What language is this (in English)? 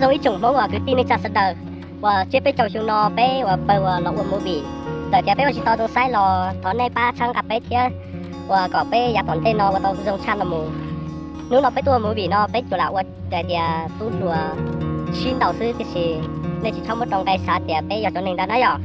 Hmong